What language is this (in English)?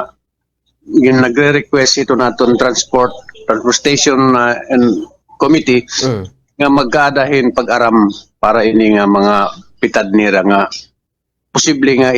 Waray